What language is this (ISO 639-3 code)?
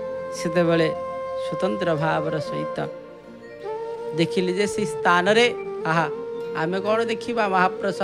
ori